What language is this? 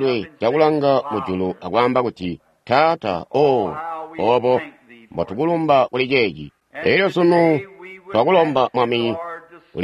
Tonga (Zambia)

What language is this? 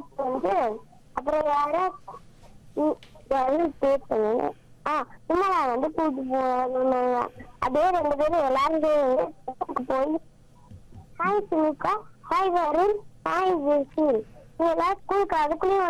Tamil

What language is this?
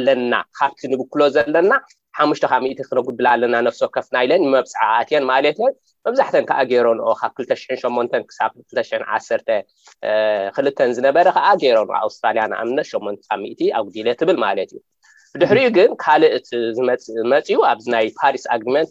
Tigrinya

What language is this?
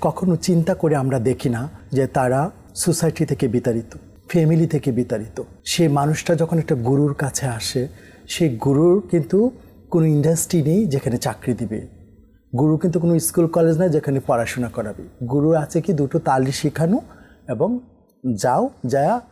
Bangla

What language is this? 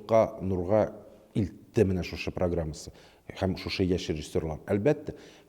Tatar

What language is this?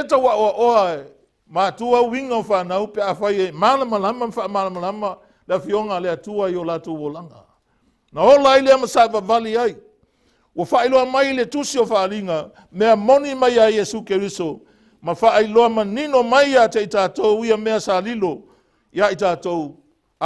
Samoan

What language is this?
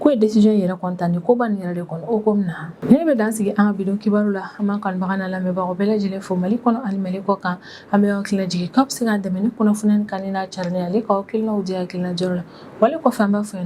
Bambara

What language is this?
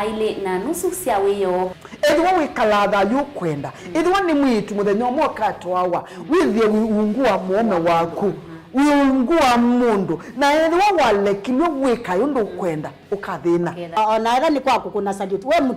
Kamba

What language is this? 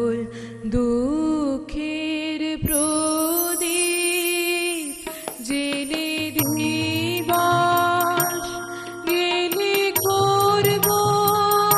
Bangla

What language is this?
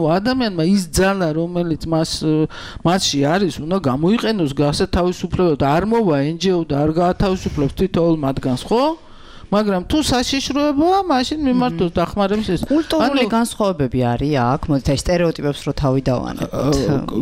Georgian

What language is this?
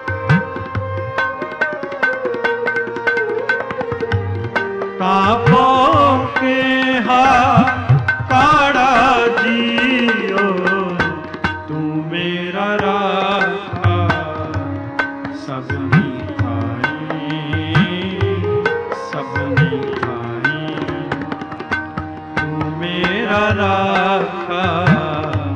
Punjabi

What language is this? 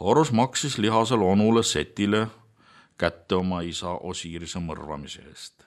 Estonian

